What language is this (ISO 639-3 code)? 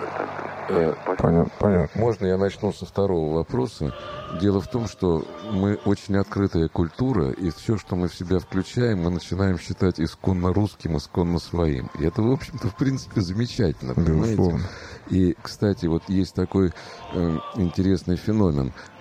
rus